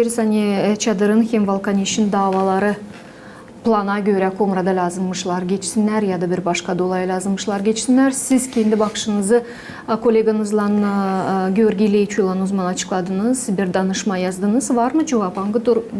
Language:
Gagauz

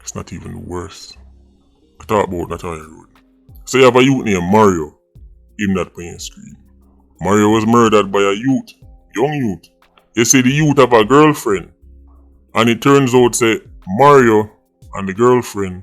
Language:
Jamaican Creole English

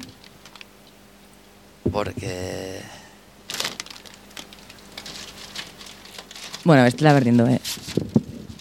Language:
Basque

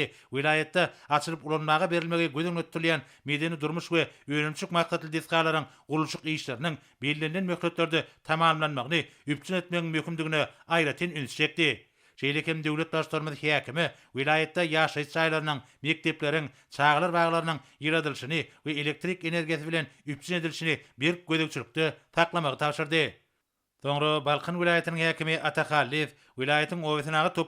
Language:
Turkmen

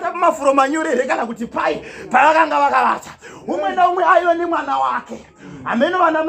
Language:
Shona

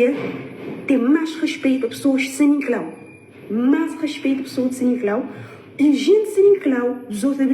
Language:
Kabuverdianu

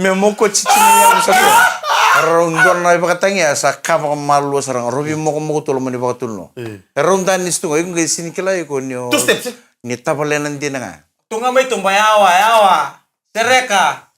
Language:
Fijian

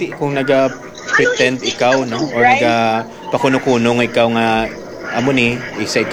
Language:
Hiligaynon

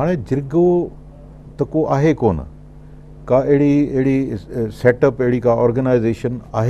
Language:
Sindhi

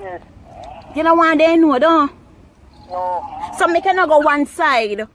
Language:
Jamaican Creole English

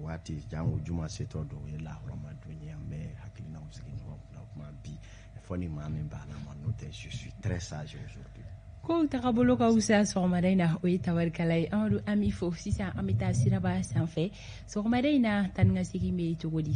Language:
Bambara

